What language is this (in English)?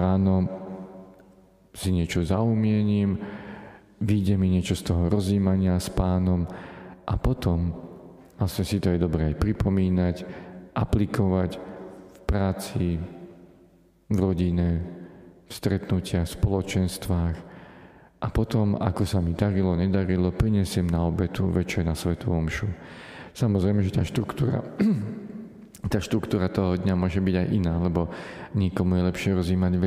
Slovak